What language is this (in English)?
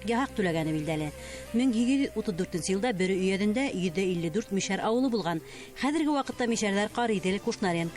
Bashkir